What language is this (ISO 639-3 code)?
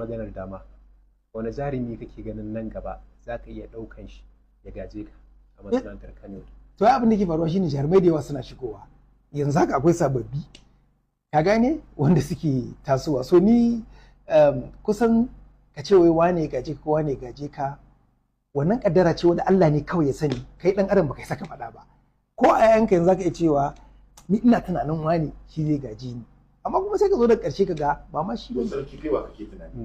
hau